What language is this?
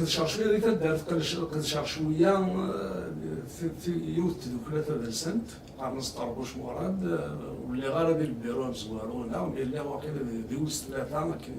Kabyle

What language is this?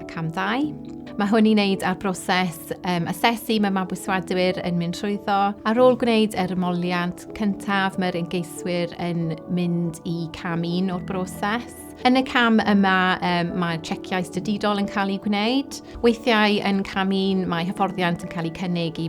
Welsh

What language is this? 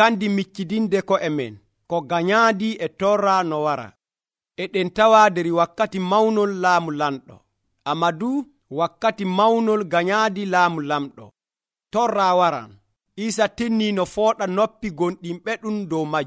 Nigerian Fulfulde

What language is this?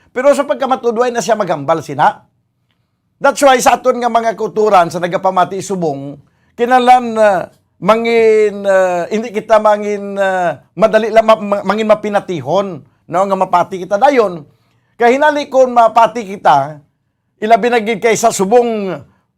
Hiligaynon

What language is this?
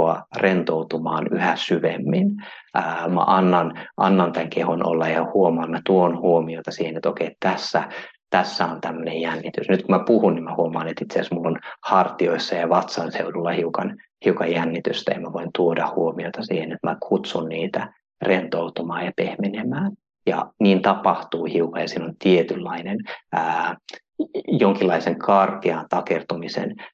Finnish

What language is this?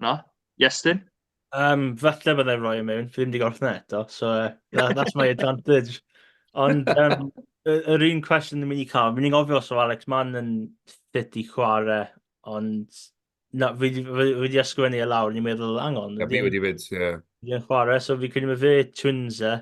Welsh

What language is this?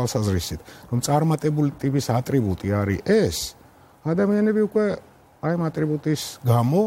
Georgian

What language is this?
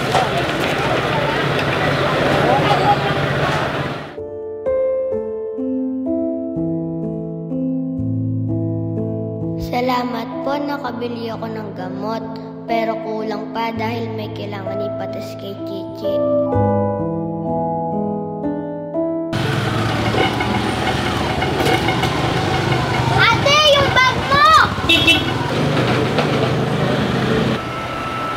Filipino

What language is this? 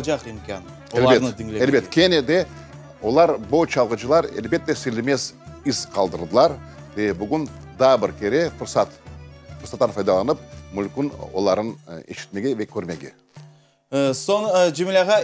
Crimean Tatar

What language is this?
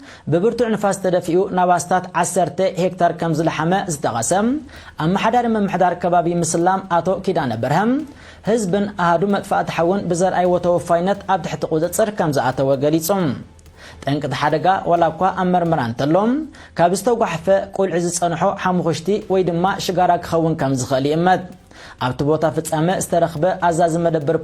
Tigrinya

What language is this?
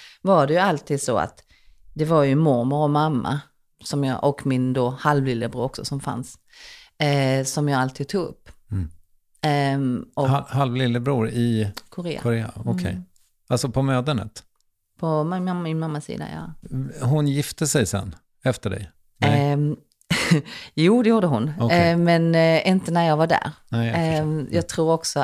Swedish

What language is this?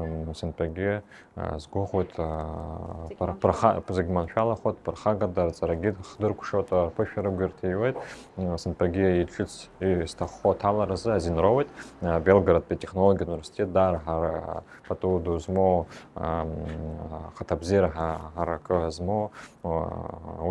Abkhazian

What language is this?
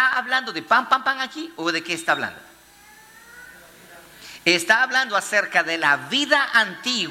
Spanish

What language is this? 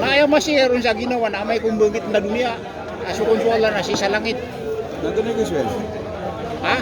Maranao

